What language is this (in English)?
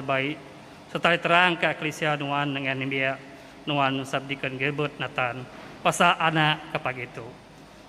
Iban